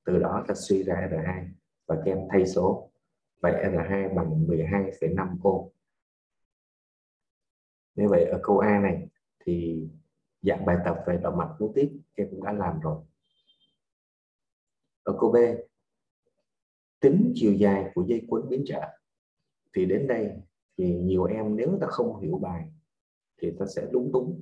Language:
Vietnamese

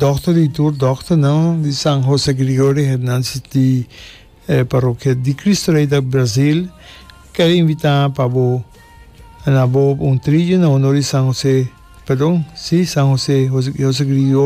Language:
Papiamento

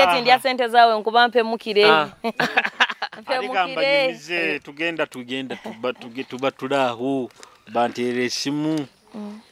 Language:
Nyoro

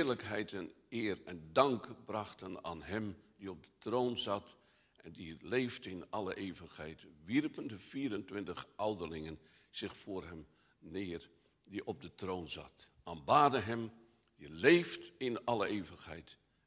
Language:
Dutch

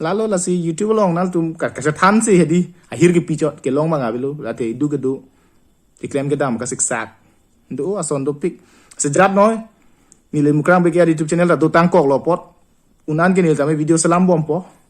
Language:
Karbi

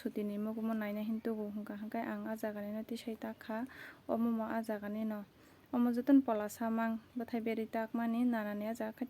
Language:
Kok Borok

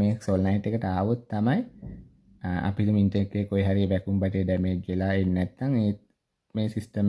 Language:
Sinhala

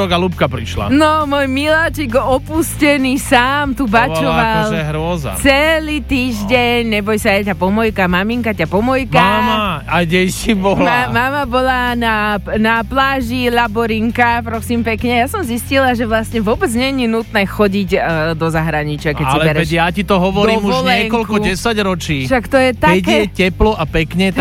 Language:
Slovak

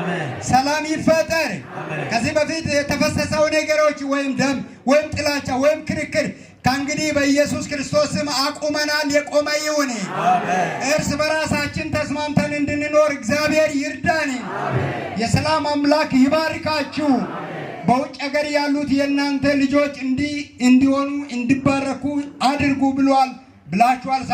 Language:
Amharic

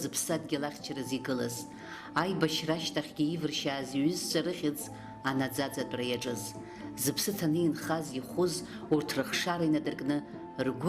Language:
Abkhazian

